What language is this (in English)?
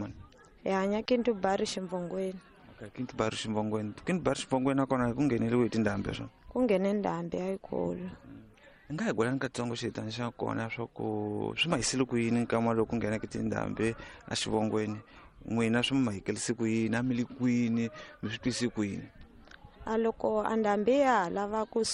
Tsonga